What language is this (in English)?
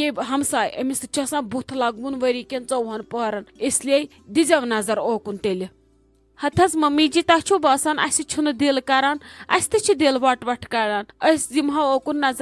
Kashmiri